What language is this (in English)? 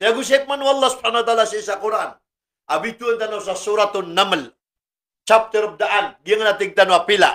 Maranao